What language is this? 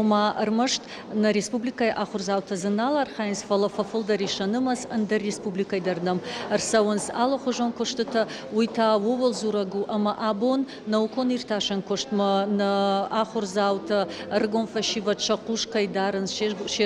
Ossetic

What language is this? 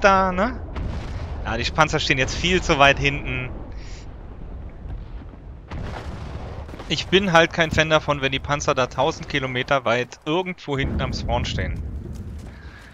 German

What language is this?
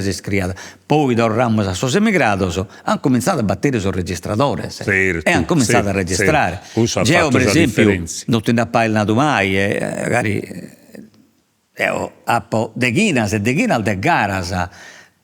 Sardinian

